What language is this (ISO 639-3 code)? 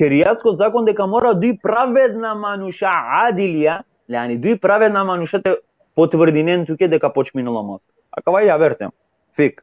rmn